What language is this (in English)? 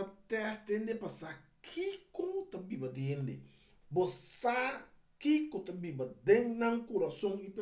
Papiamento